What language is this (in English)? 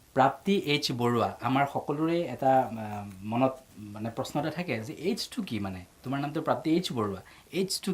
Assamese